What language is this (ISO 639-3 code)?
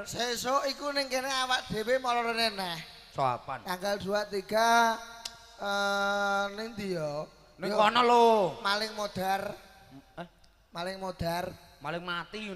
jav